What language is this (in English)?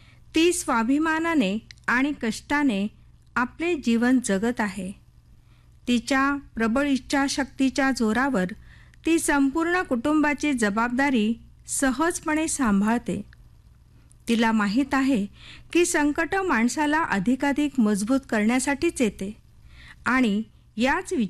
Marathi